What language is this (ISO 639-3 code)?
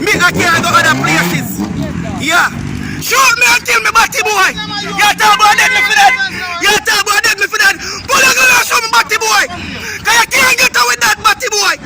jam